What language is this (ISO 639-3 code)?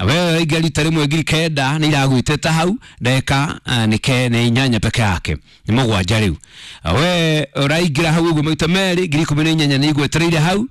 kik